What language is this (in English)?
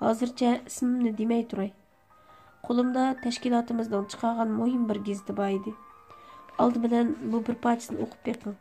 Uyghur